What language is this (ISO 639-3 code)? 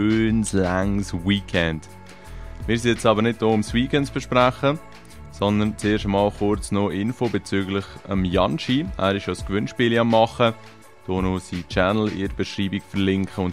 gsw